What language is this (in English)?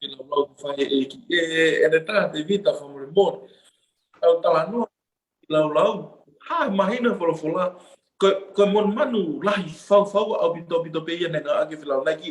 Tongan